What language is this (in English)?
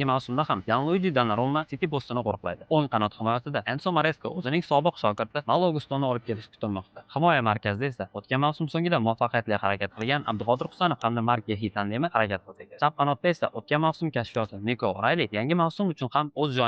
Uzbek